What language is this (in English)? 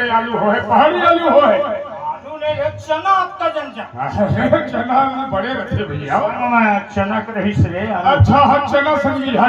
Chhattisgarhi